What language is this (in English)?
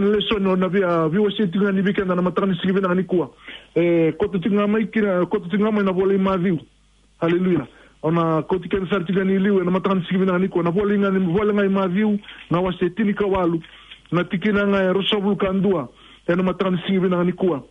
Fijian